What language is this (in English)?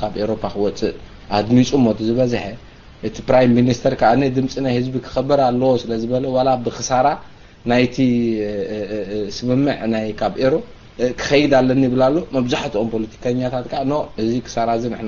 Tigrinya